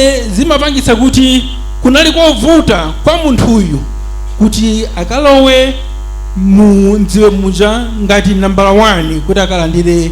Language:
Nyanja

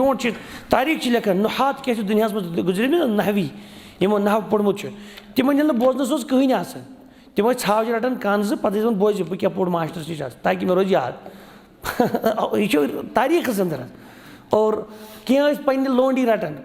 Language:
Kashmiri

